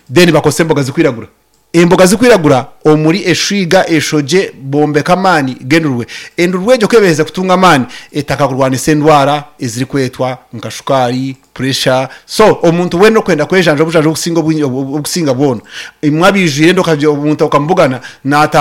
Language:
Nyankole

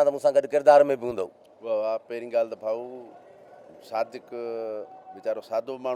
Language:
Sindhi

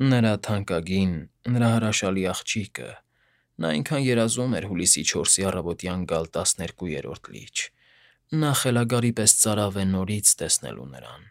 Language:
Armenian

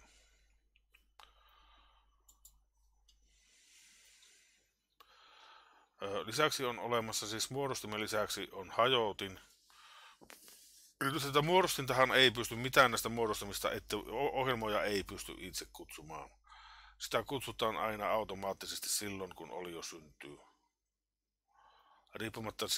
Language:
Finnish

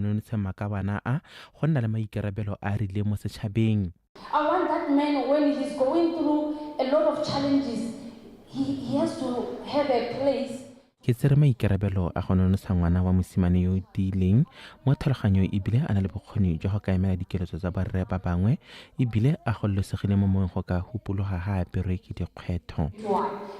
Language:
Tswana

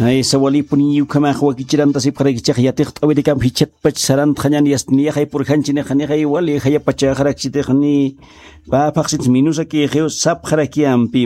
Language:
Aymara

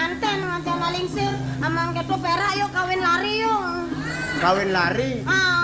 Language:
Balinese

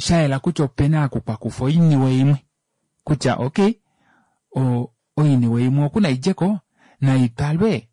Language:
Kuanyama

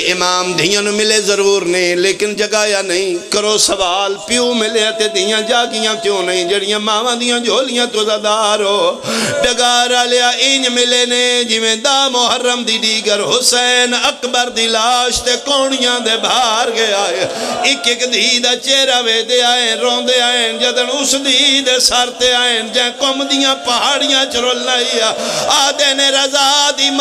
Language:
Pahari-Potwari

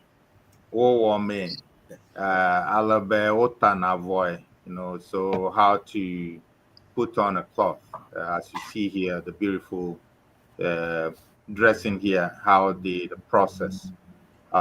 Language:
Ewe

